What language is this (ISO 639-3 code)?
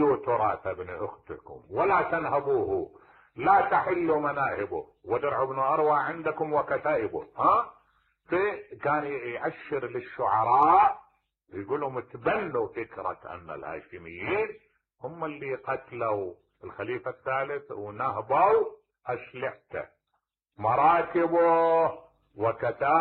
acm